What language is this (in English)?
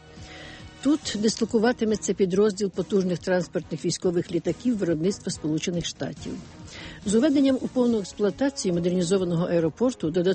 Ukrainian